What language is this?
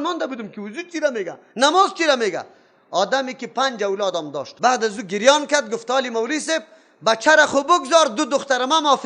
Persian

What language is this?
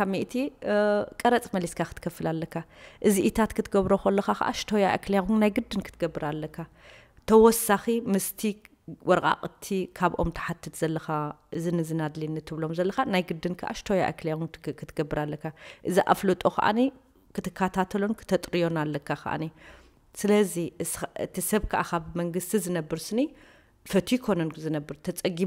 Tigrinya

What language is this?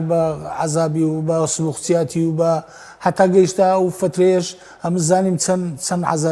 Central Kurdish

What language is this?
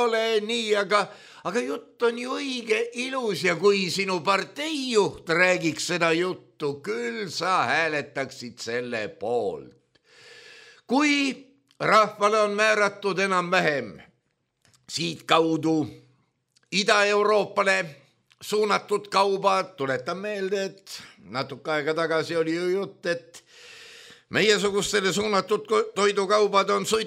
Estonian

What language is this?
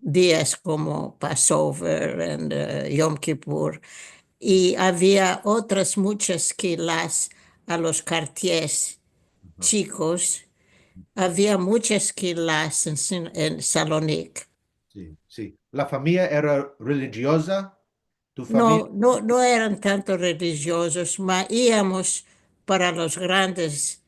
Ladino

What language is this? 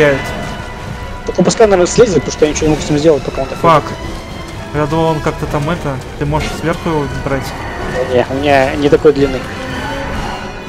Russian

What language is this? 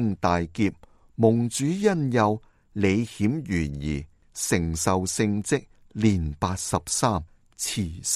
Cantonese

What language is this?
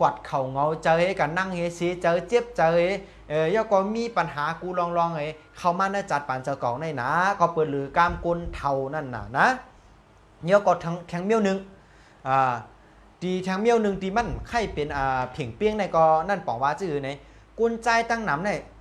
Shan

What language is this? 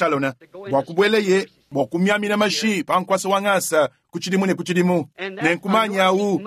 Luba-Lulua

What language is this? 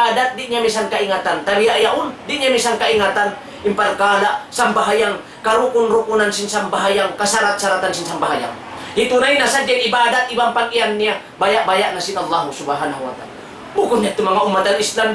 Tausug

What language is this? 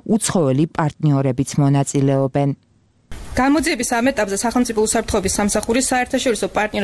Georgian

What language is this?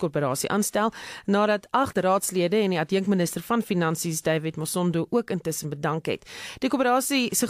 Afrikaans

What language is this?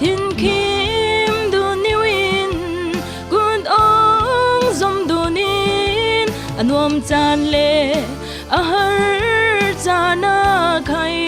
Falam Chin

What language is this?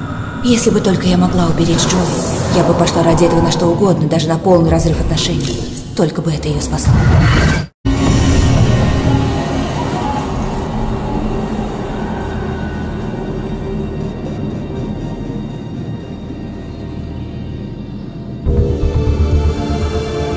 Russian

